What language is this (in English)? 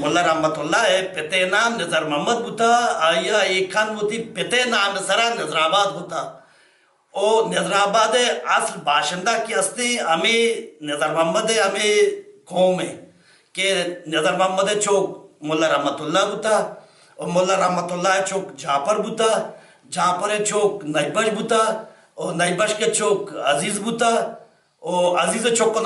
Baluchi